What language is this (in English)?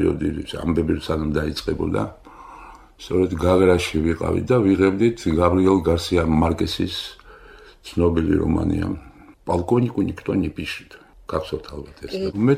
Georgian